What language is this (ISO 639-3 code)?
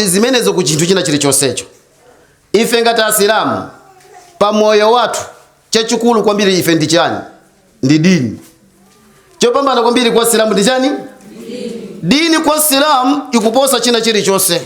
nya